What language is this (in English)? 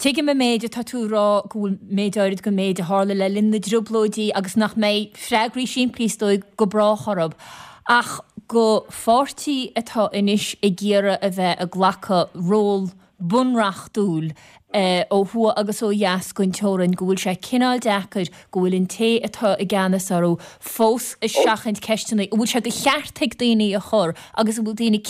Irish